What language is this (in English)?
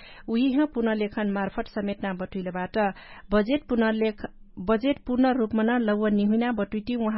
Dangaura Tharu